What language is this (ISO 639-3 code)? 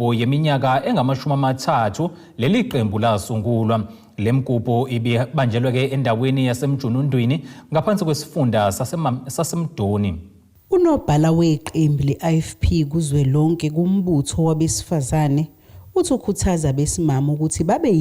zul